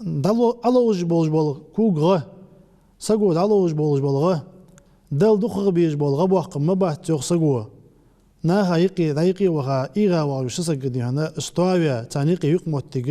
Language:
Ingush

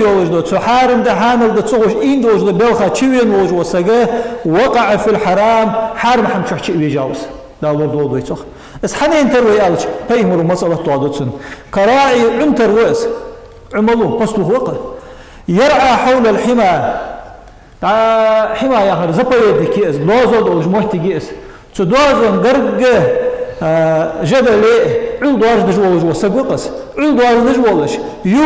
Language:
Ingush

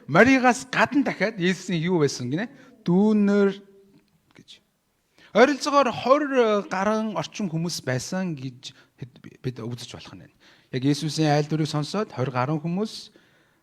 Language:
Mongolian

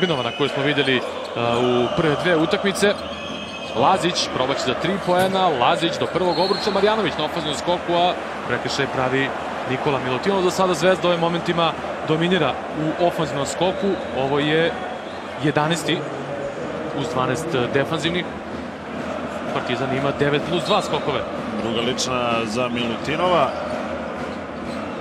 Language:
Serbian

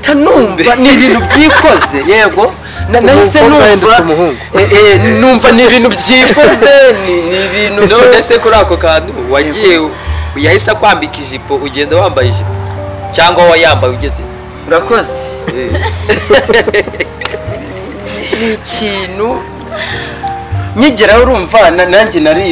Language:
Kinyarwanda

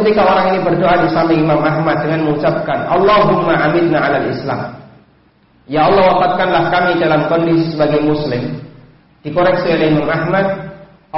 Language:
Indonesian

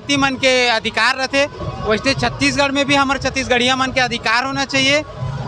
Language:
Chhattisgarhi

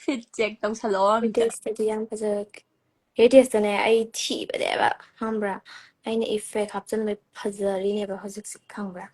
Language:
Manipuri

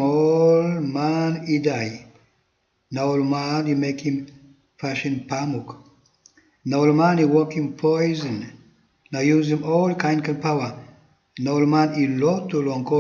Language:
Tok Pisin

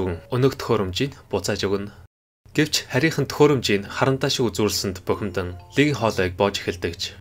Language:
Mongolian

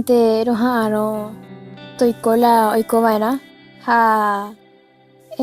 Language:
Guarani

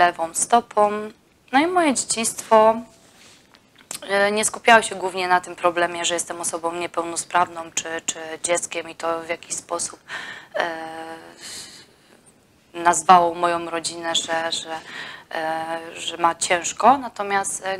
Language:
Polish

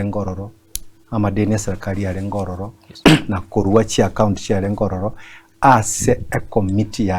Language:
Gusii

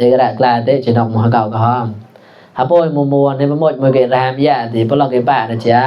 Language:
Mon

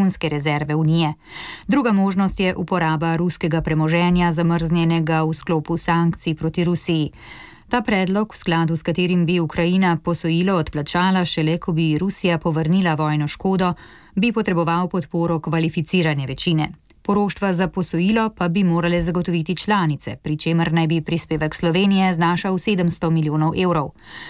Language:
Slovenian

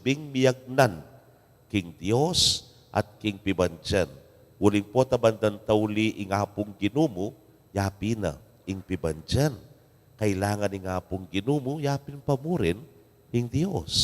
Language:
Pampanga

